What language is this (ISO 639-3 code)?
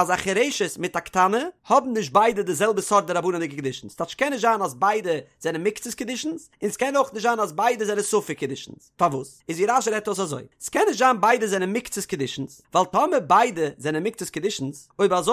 yid